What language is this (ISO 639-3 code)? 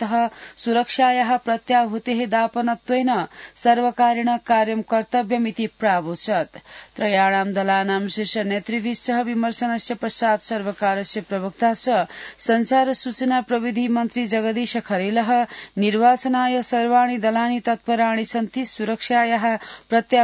san